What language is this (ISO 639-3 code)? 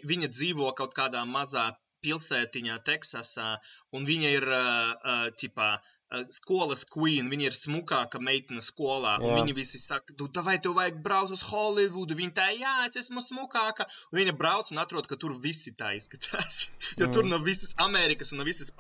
lav